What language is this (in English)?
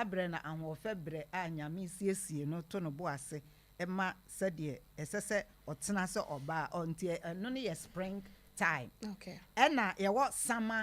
Akan